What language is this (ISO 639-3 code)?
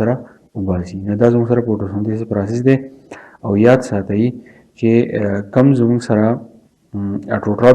pus